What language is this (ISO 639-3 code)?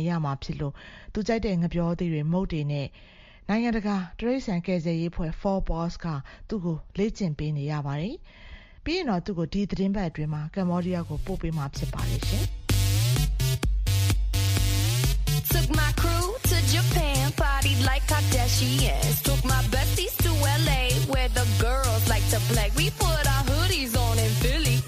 mya